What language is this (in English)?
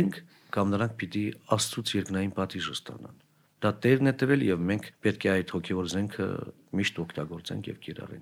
Armenian